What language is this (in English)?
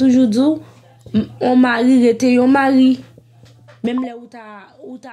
Haitian Creole